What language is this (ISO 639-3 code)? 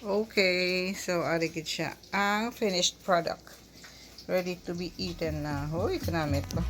hil